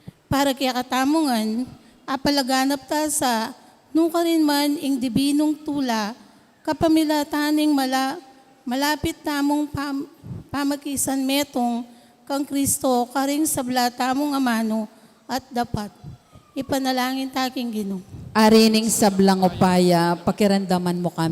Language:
Pampanga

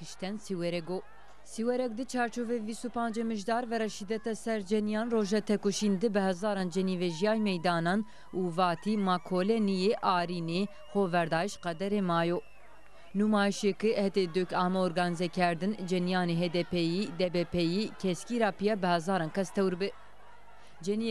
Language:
Zaza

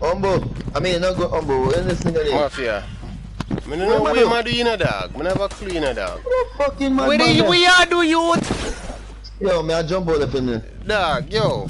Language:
Jamaican Creole English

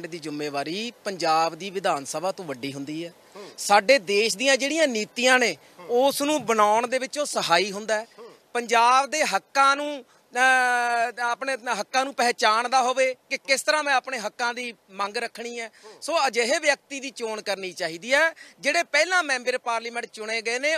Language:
Punjabi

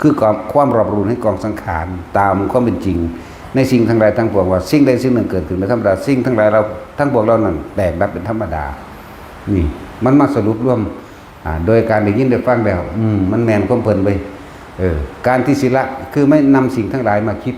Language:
Northeastern Thai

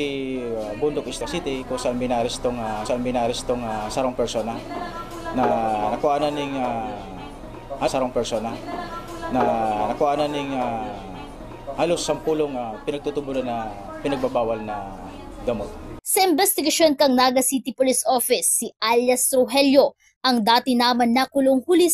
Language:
Bikol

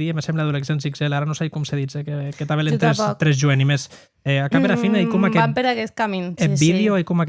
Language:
Occitan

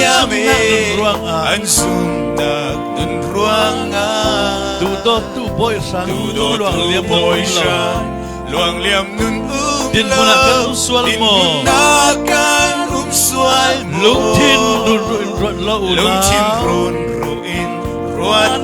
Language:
Falam Chin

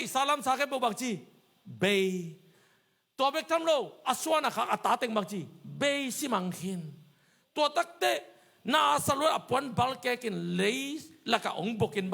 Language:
Tedim Chin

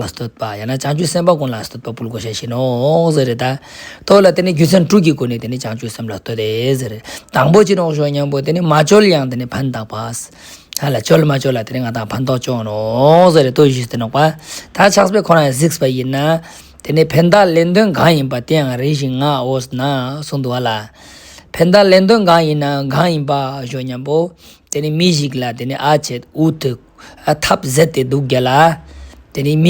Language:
Ladakhi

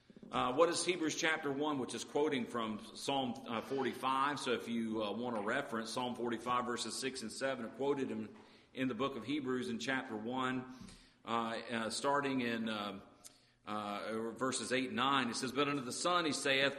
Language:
English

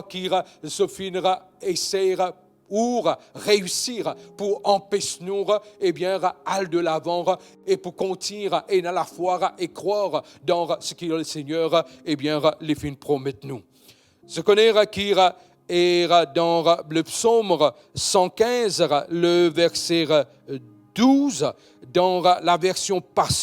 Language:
Morisyen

